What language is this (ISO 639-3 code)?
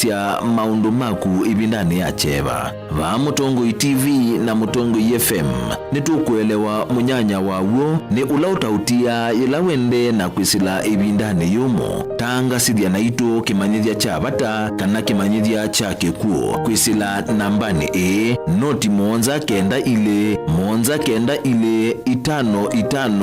kam